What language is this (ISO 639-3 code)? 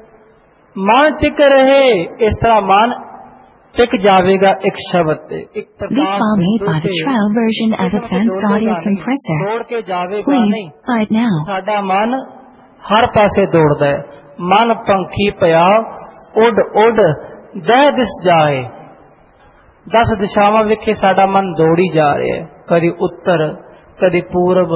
pan